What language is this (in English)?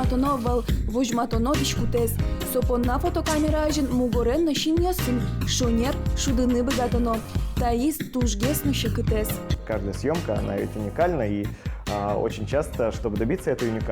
Udmurt